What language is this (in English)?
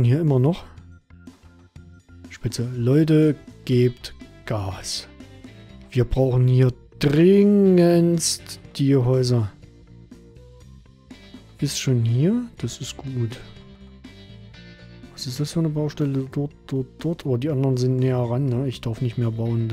German